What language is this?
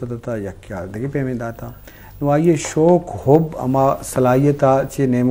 Baluchi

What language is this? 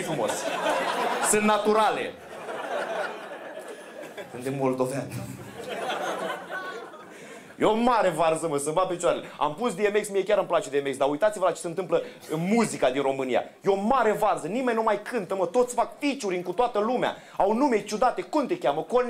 Romanian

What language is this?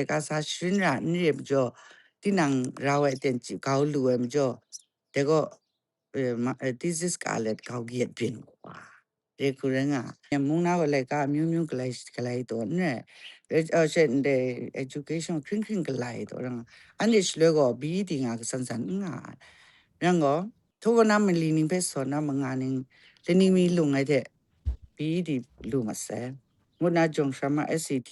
Kachin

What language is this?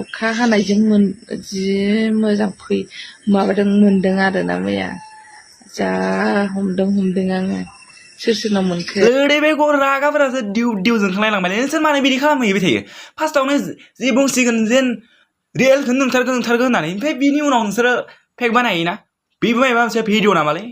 Bodo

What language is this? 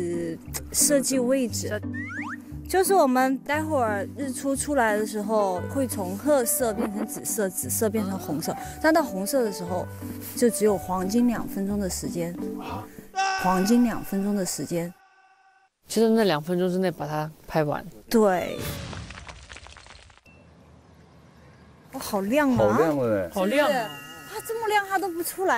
Chinese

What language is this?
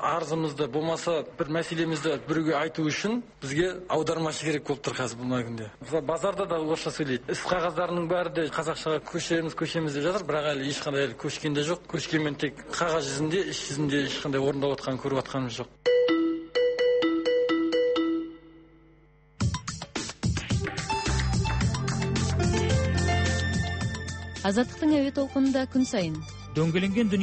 Kazakh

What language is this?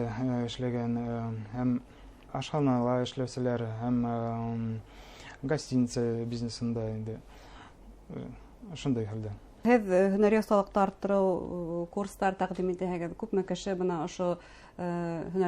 Bashkir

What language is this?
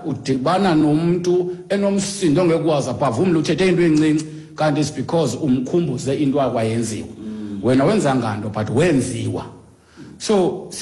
Xhosa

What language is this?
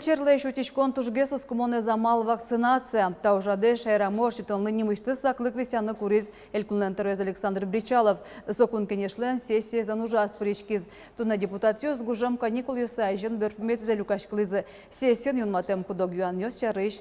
Udmurt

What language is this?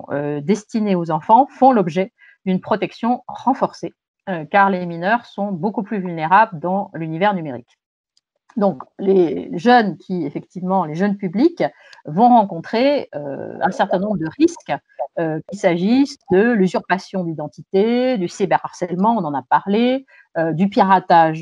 French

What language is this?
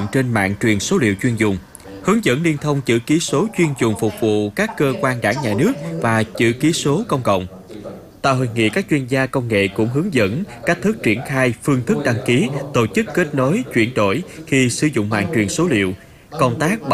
Vietnamese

